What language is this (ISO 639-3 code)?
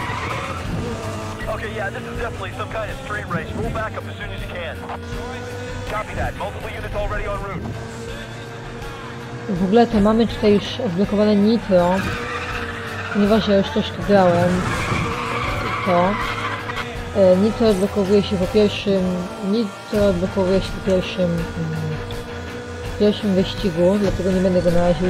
pol